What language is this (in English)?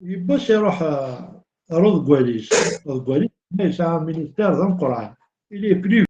Kabyle